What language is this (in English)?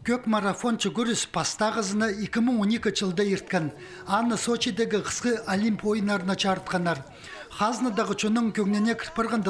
Khakas